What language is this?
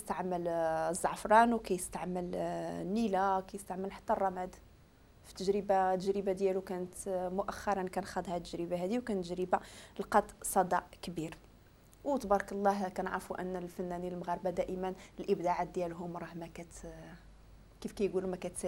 Moroccan Arabic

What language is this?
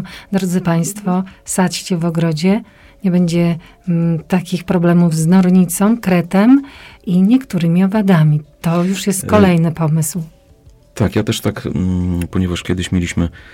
Polish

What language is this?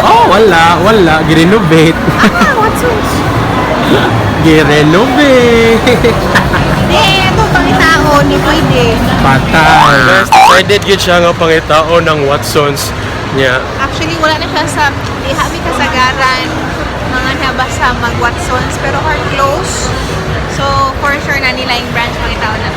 Cebuano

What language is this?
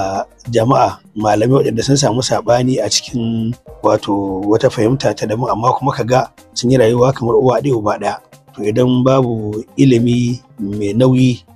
Hausa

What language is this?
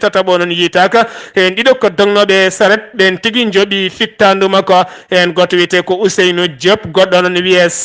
Fula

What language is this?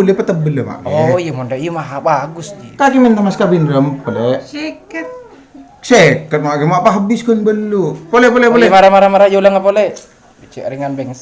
Madurese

